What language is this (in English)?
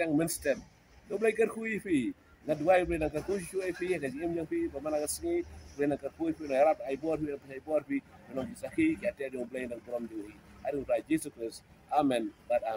Khasi